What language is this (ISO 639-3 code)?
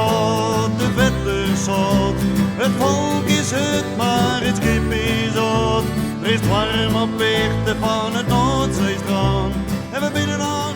fry